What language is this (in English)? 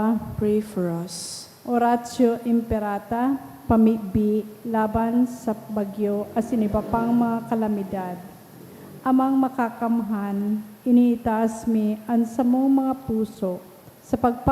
Bikol